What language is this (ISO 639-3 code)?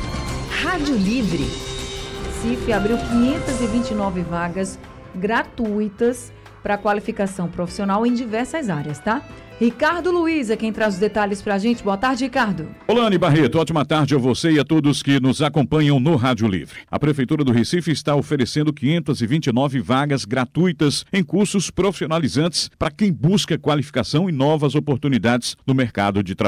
por